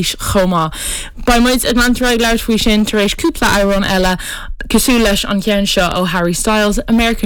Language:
Irish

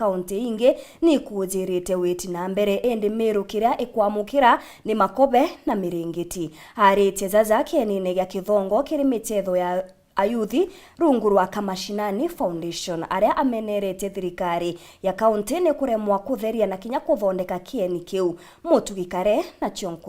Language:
Meru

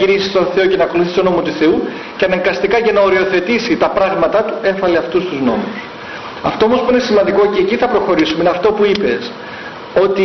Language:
Greek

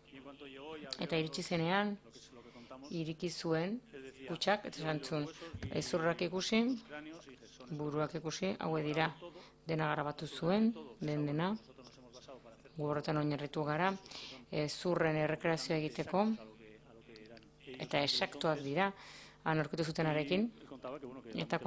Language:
Basque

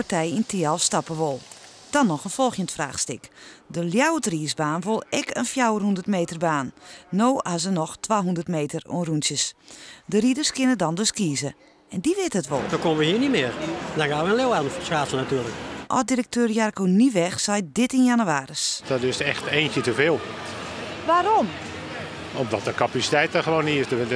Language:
Western Frisian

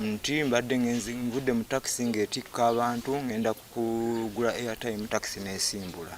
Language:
Ganda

